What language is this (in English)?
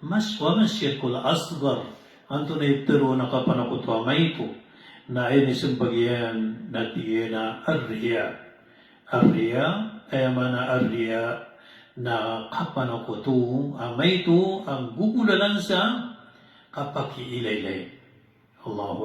Maranao